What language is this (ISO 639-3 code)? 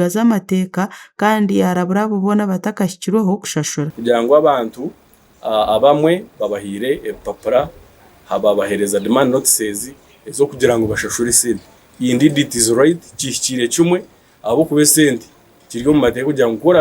nyn